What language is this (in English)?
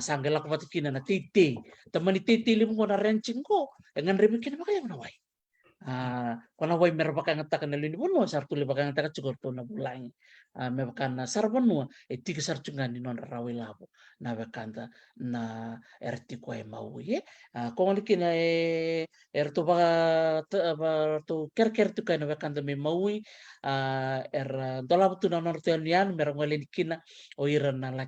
Fijian